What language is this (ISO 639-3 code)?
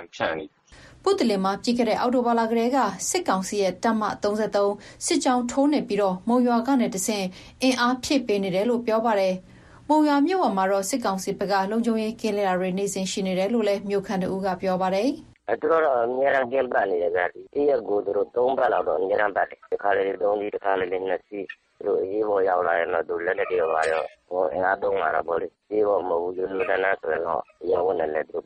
mya